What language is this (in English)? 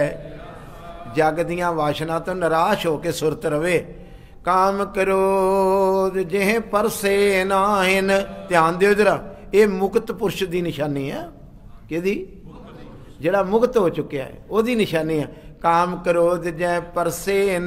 Punjabi